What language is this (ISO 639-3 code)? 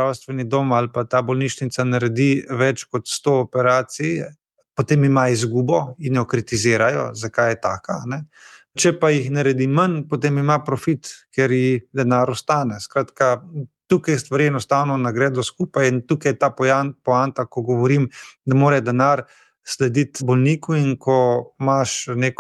slv